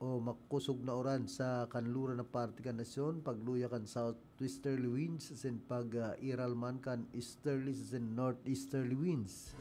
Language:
Bikol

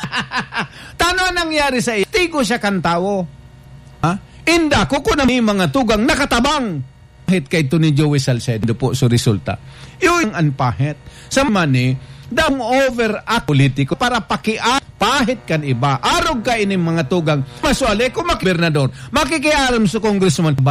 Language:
Bikol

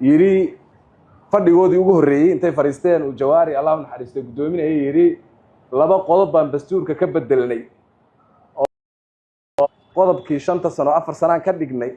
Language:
Somali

